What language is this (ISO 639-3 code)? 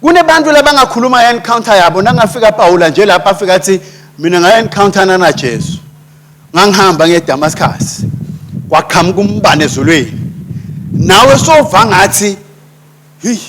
ssw